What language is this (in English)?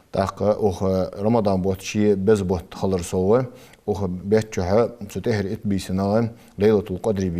Ingush